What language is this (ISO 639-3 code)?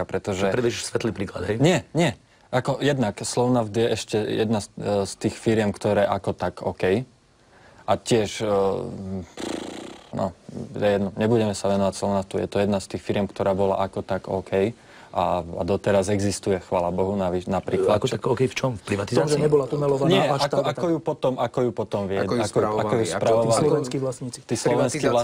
slk